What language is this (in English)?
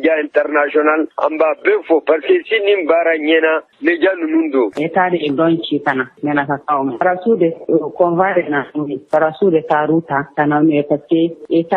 Bambara